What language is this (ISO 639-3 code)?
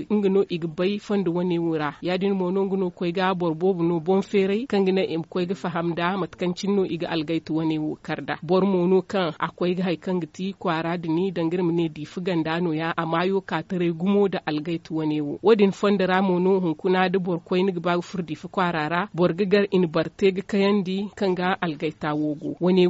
dje